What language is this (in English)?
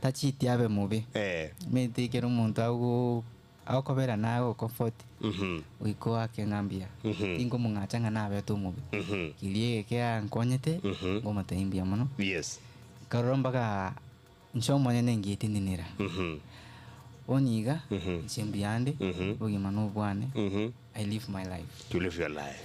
Gusii